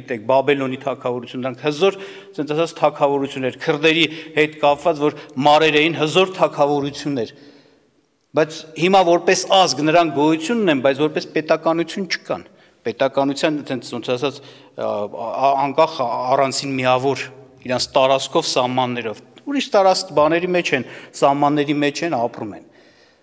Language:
Armenian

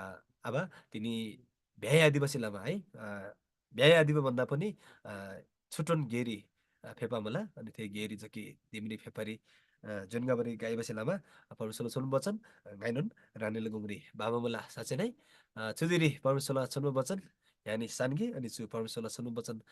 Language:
Eastern Tamang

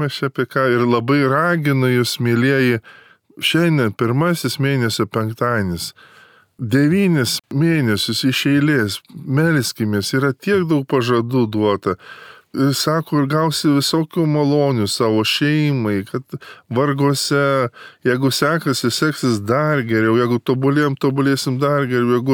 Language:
Lithuanian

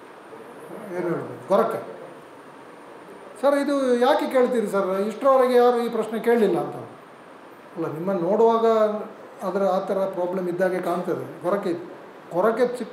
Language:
Kannada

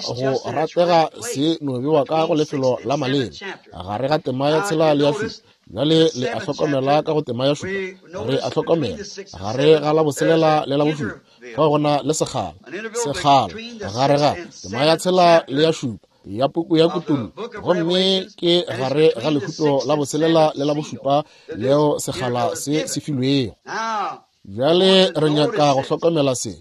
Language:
Northern Sotho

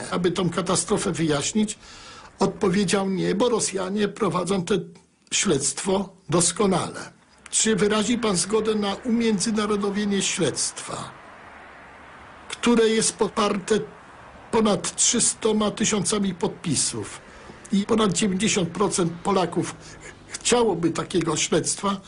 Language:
Polish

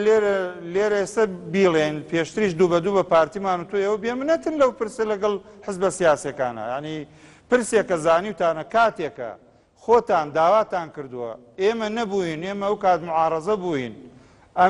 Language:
Central Kurdish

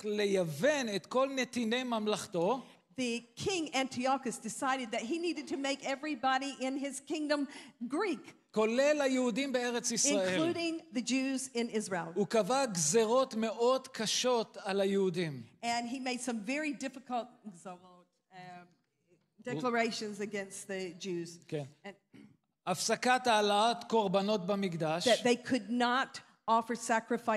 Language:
Hebrew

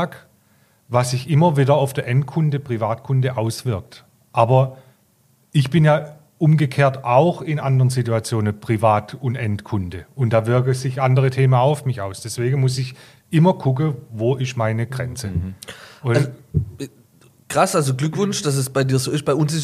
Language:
German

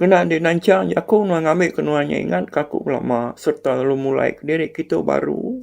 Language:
Iban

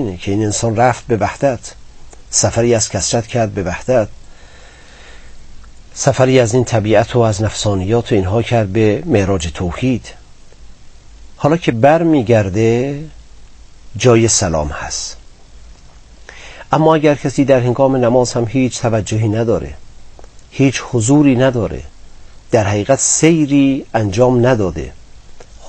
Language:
Persian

